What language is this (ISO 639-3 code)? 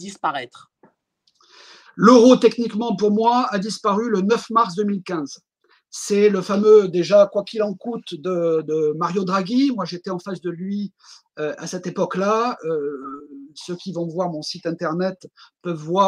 fra